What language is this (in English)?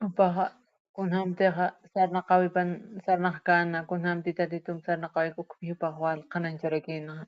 Aymara